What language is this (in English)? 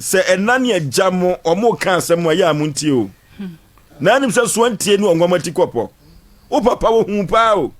Akan